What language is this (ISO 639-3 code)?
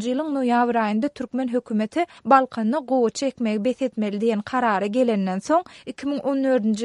tuk